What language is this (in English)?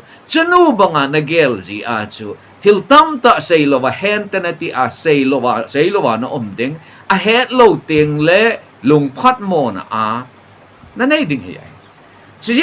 Thado Chin